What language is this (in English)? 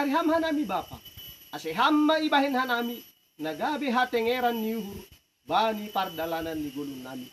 Batak Simalungun